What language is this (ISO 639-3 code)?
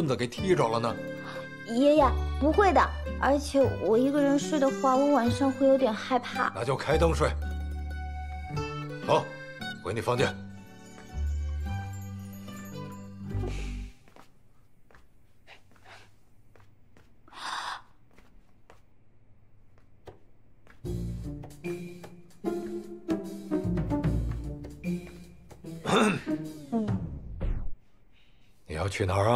zho